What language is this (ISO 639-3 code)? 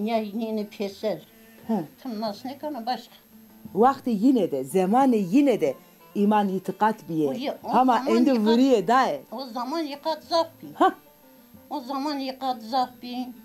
zza